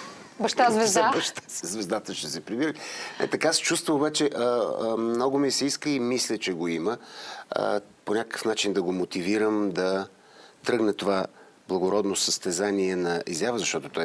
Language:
Bulgarian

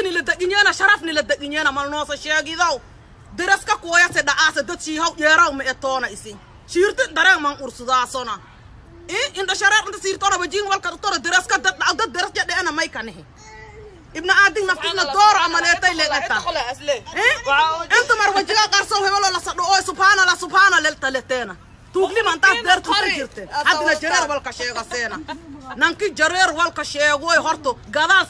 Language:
Somali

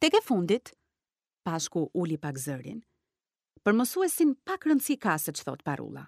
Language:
Albanian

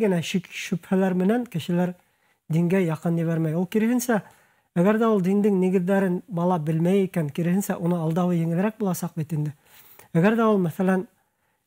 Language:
Bashkir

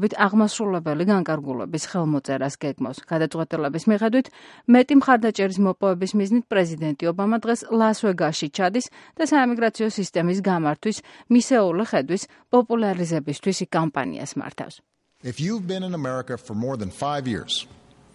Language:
Georgian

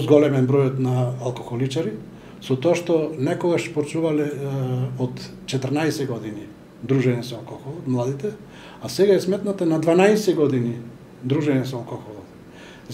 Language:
Macedonian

